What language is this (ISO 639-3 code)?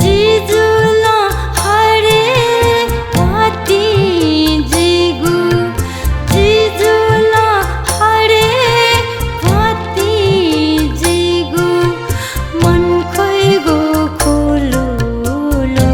new